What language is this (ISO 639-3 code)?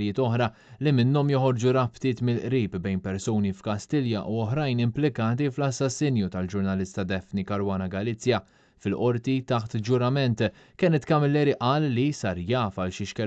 mlt